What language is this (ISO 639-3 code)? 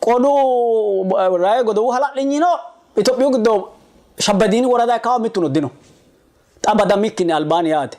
sid